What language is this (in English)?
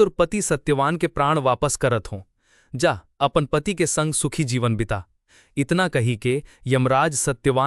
Chhattisgarhi